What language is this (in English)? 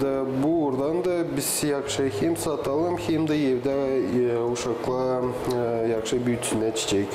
Gagauz